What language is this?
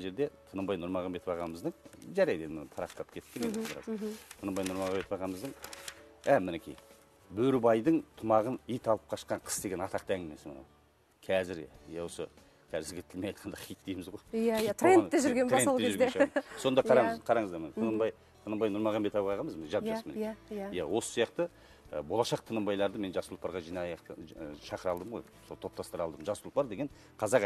Kazakh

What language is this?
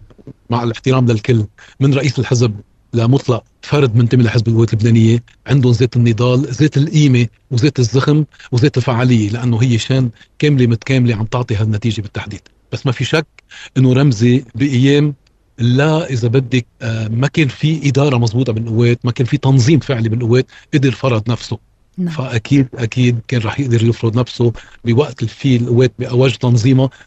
North Levantine Arabic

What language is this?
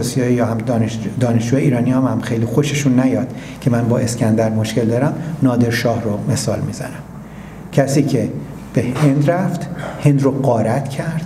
Persian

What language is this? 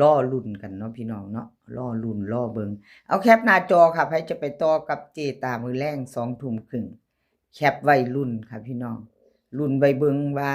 Northeastern Thai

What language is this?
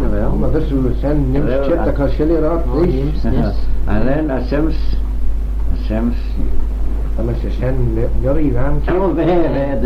Manx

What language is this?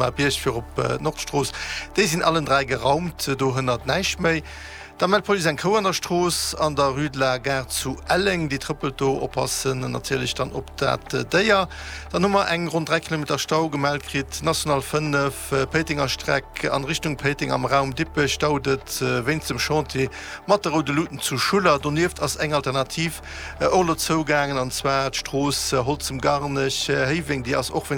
Luxembourgish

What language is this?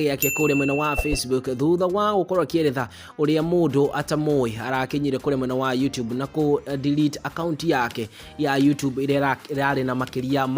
Kikuyu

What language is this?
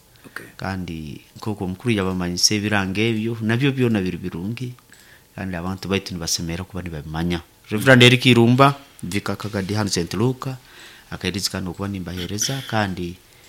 Nyoro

